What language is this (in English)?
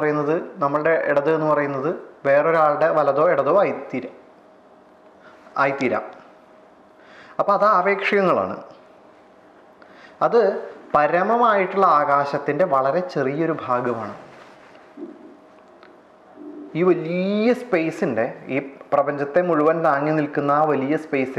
Malayalam